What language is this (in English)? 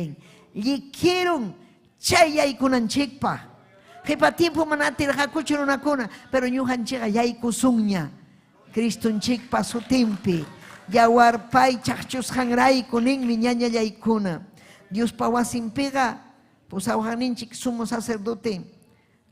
Ayacucho Quechua